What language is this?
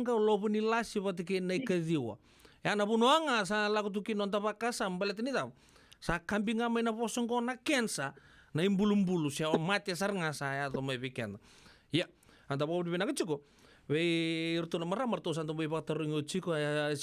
Fijian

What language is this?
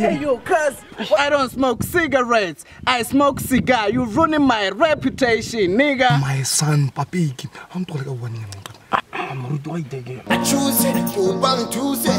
Tswana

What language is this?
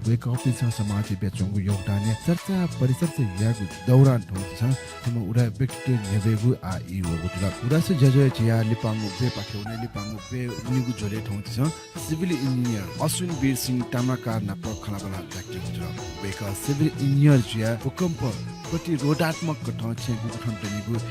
Newari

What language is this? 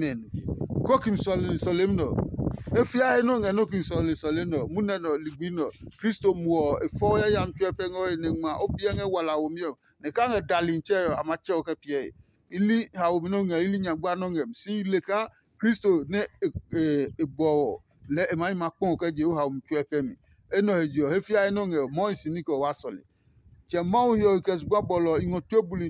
Adangme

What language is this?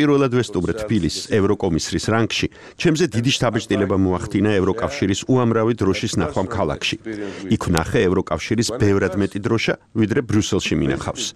Georgian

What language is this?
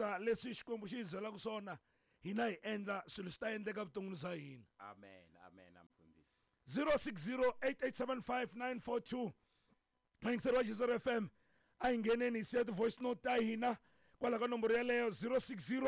Tsonga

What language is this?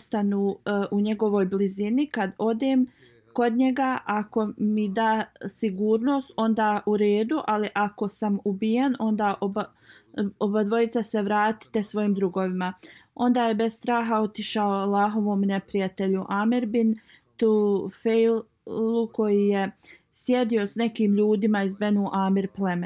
Bosnian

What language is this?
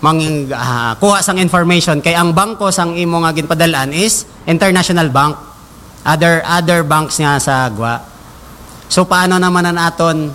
Hiligaynon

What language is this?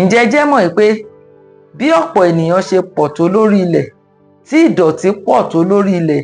Yoruba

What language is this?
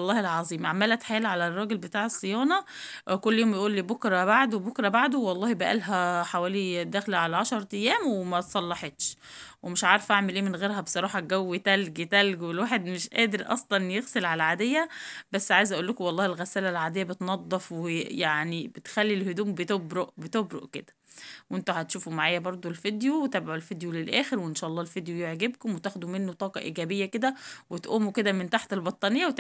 Egyptian Arabic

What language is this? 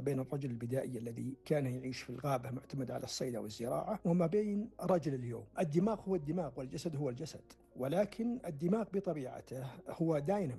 Arabic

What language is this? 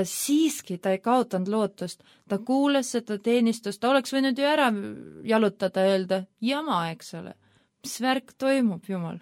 Estonian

